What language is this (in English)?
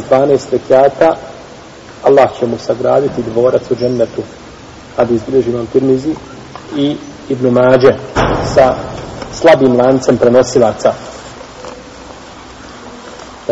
Bosnian